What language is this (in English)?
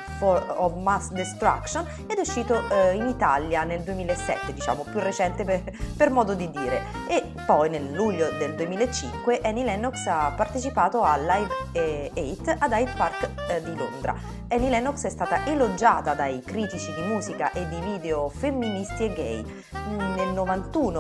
Italian